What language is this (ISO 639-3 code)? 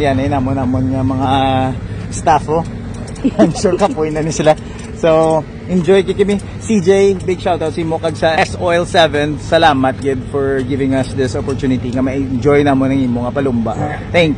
hil